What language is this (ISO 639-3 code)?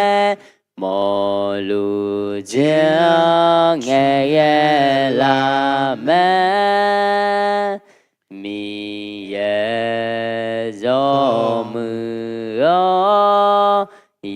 ahk